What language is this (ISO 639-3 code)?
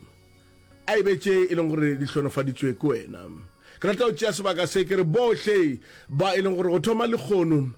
nso